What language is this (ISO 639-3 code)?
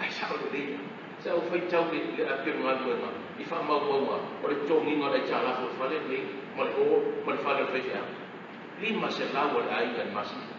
smo